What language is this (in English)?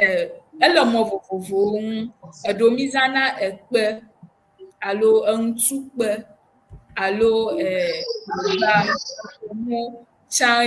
Ewe